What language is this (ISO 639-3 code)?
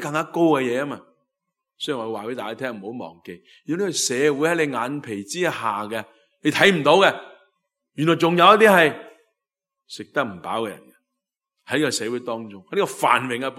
yue